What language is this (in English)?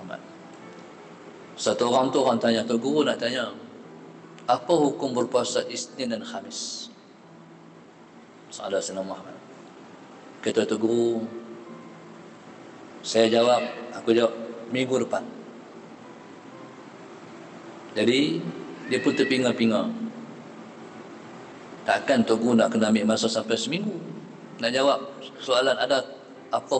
Malay